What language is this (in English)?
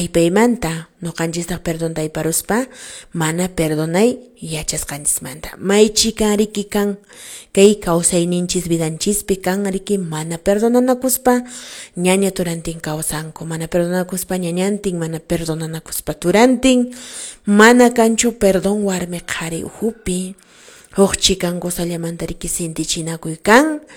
Quechua